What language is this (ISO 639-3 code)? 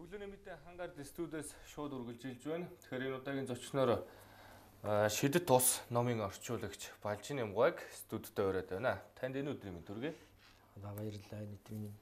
mon